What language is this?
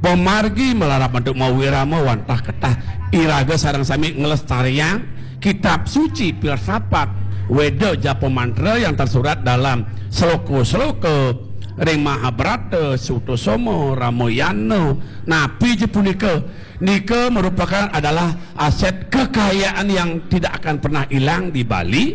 Balinese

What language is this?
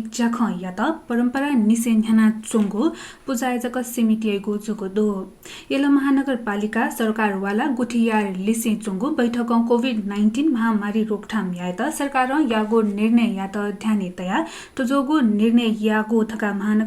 Newari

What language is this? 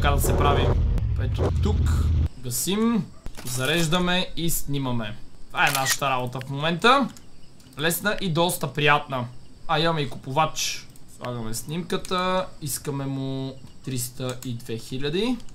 Bulgarian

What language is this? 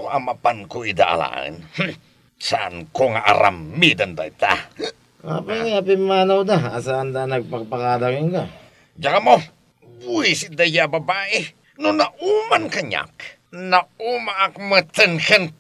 Iloko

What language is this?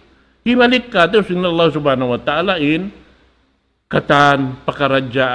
Tausug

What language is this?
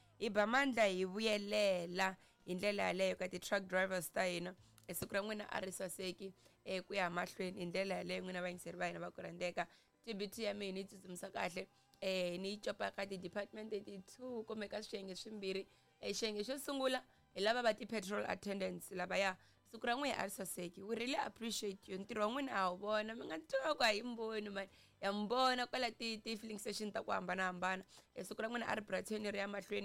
Tsonga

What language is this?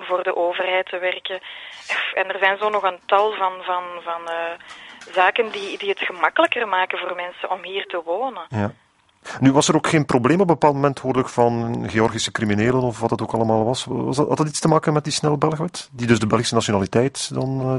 Dutch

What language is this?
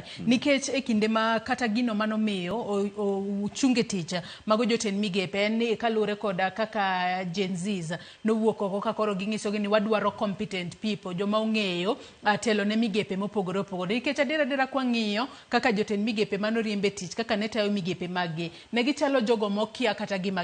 Luo (Kenya and Tanzania)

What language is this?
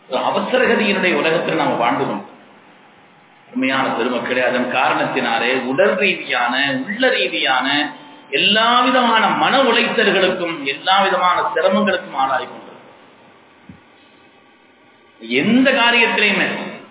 Tamil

